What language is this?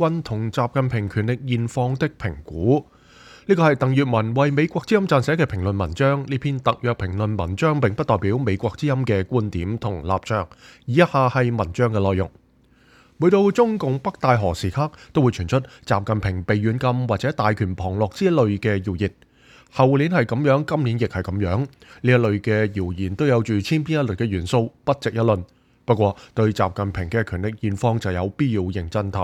Cantonese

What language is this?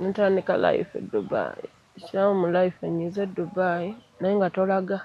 Ganda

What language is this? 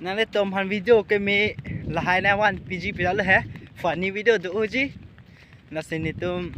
Karbi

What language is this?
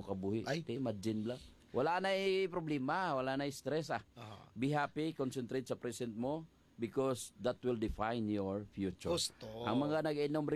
Hiligaynon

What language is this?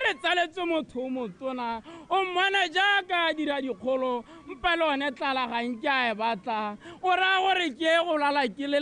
Tswana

